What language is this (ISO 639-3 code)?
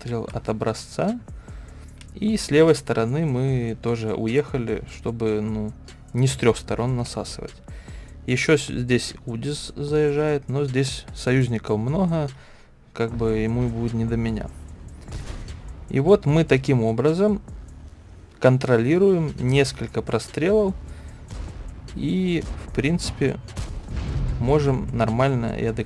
rus